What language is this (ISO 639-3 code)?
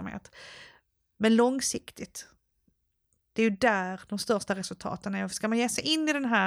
swe